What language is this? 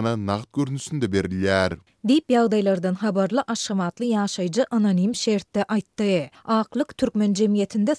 Turkmen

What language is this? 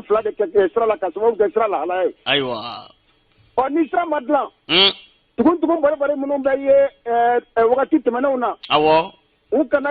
Bambara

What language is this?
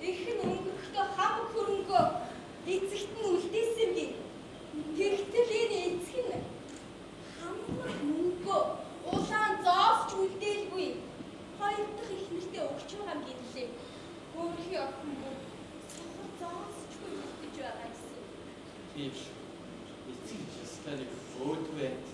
Mongolian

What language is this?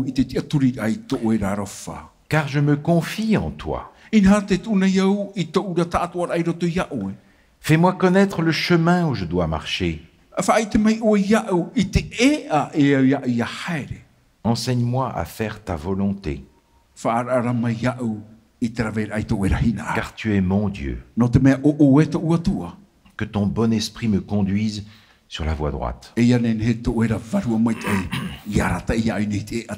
Tahitian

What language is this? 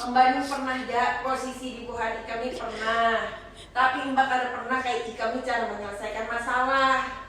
Banjar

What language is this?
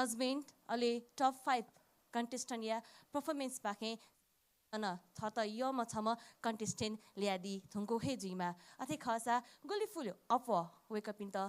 Newari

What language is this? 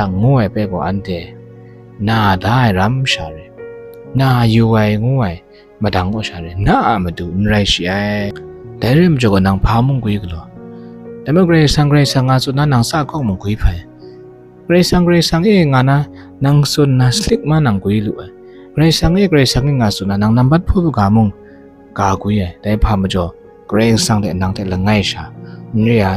Kachin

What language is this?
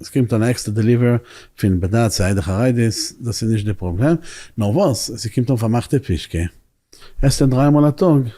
Yiddish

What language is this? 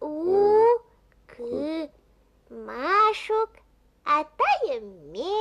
Komi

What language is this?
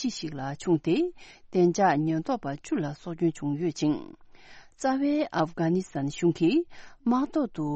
Tibetan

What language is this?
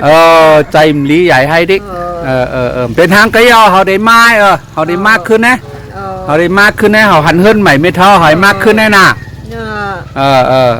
Shan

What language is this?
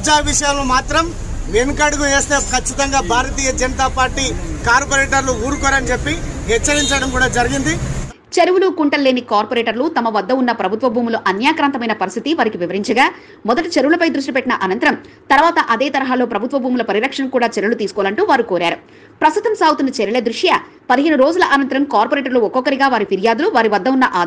Telugu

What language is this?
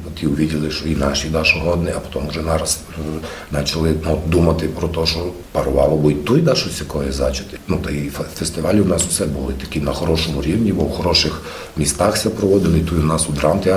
Rusyn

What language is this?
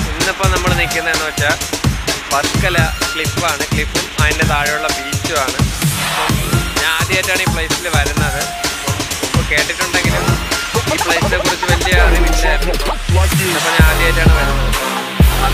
Malayalam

